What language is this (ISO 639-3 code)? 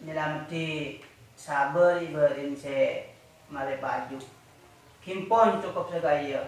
mad